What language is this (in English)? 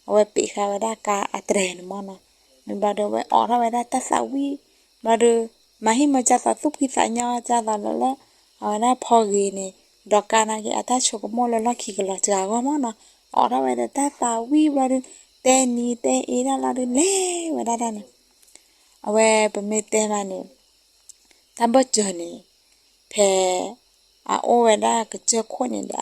S'gaw Karen